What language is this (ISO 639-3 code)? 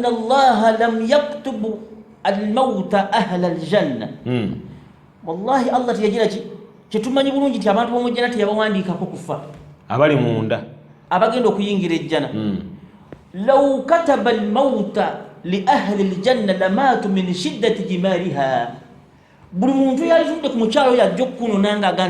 lug